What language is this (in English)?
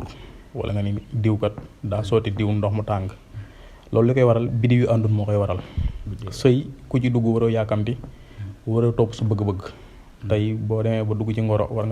Wolof